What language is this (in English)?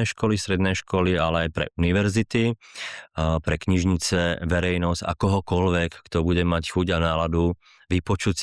Slovak